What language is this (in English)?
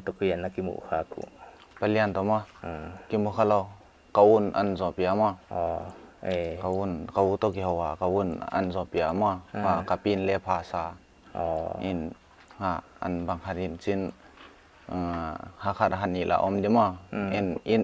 Paite Chin